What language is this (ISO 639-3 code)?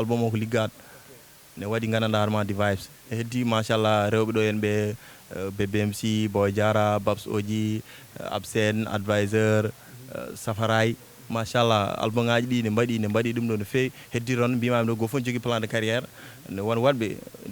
ful